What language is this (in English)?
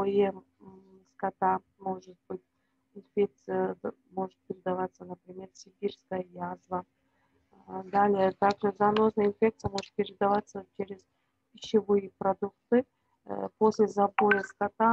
Russian